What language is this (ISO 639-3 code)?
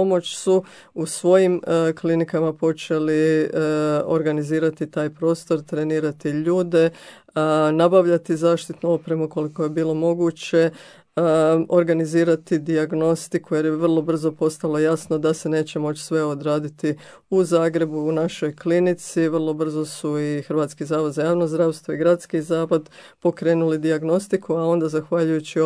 hrv